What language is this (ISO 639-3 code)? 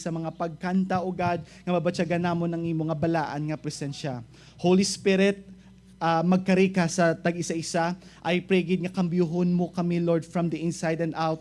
hil